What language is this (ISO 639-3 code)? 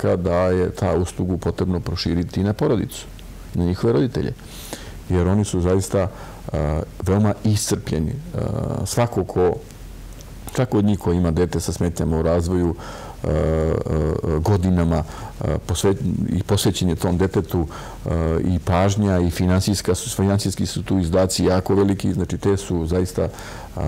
srp